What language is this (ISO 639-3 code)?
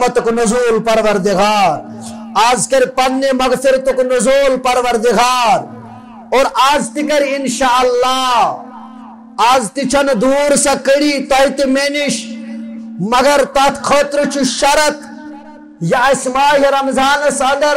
kas